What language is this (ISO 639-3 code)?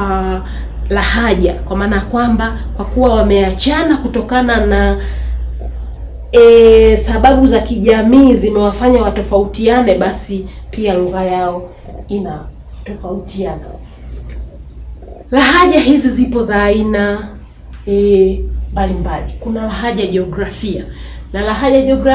swa